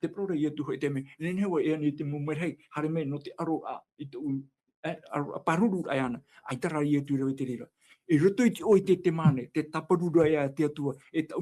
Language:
Tahitian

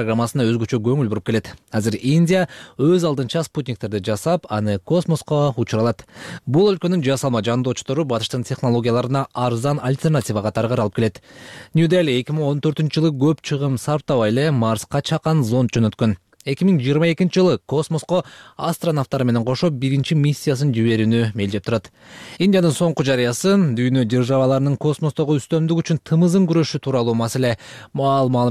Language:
Kyrgyz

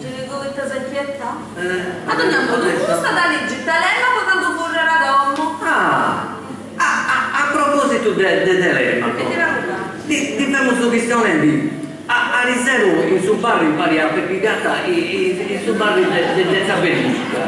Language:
Sardinian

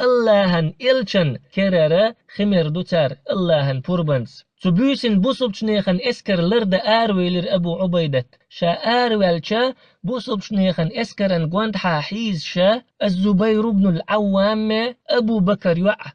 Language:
Chechen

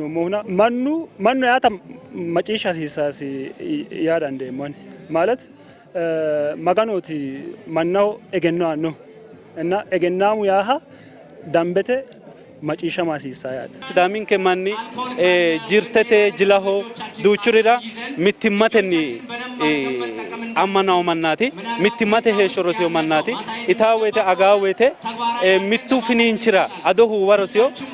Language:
Sidamo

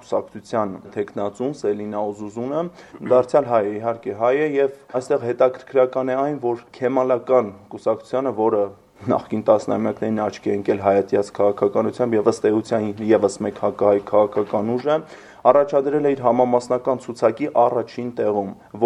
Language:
Armenian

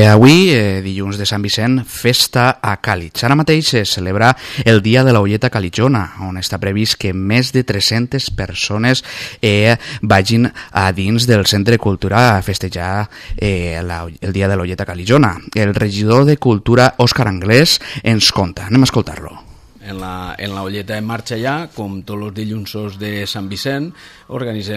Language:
Catalan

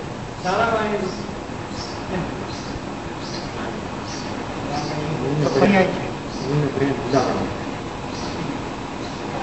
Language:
Gujarati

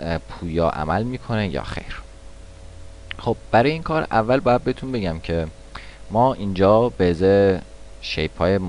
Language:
Persian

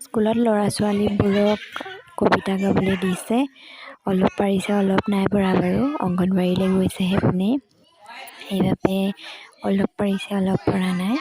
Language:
Assamese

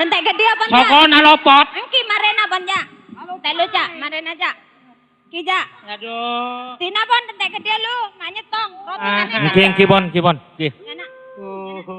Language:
Madurese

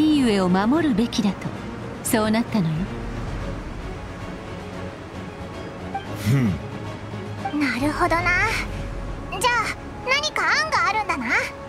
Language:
Japanese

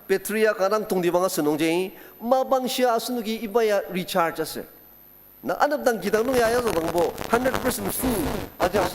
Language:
Ao Naga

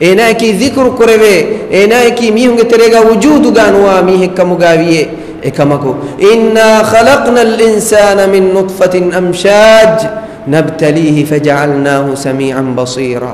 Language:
Divehi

